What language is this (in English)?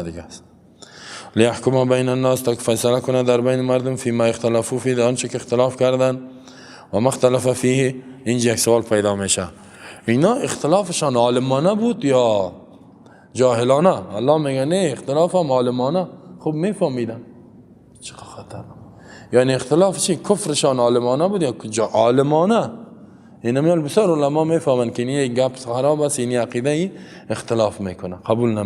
Persian